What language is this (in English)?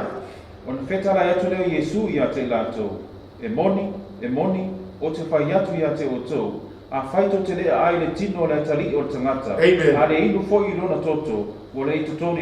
Samoan